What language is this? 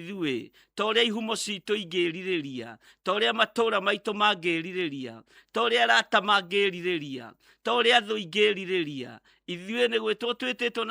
Kikuyu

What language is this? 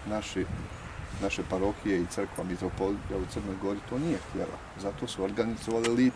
Bosnian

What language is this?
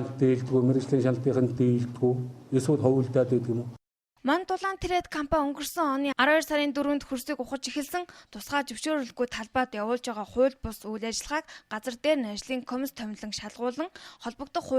Mongolian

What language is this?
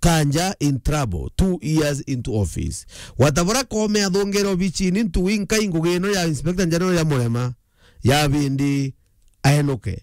Meru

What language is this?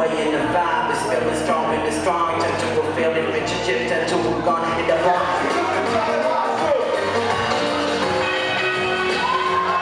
Moroccan Arabic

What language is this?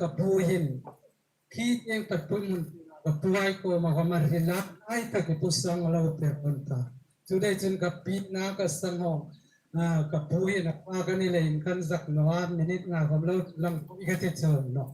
Hmar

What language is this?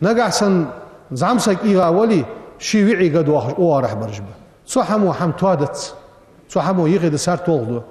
Ingush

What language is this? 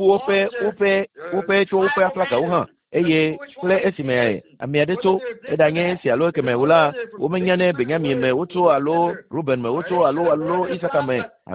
Ewe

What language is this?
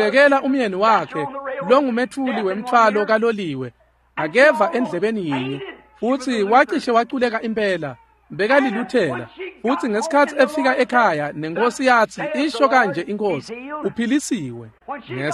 Swati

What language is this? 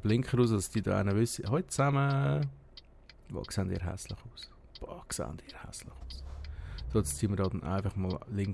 Swiss German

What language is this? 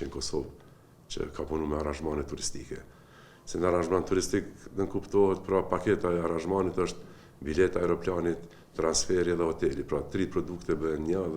Albanian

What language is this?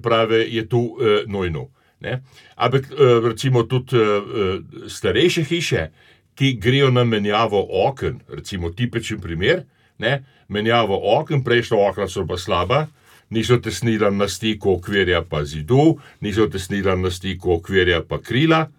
Slovenian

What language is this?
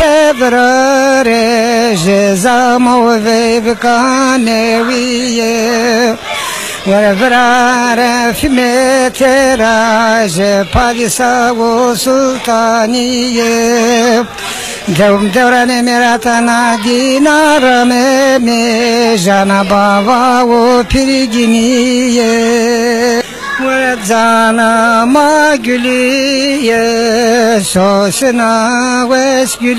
Zaza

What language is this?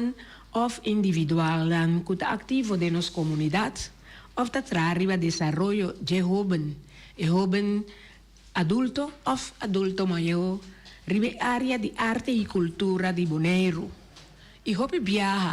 Papiamento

